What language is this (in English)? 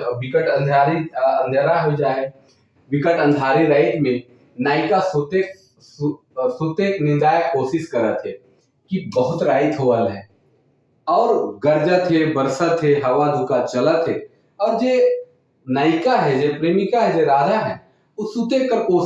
Sadri